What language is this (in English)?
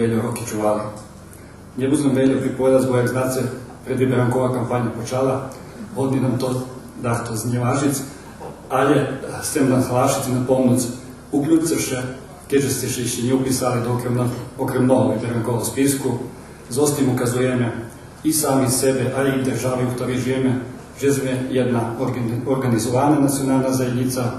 Rusyn